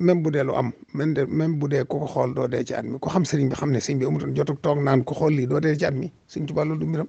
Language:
Wolof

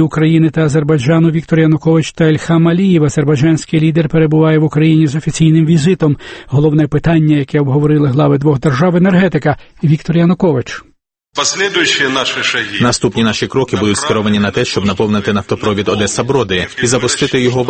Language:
Ukrainian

